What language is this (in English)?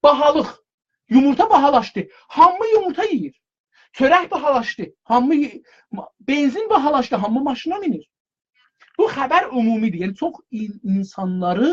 South Azerbaijani